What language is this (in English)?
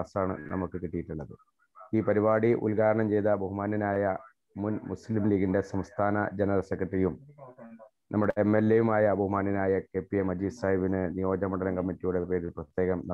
Malayalam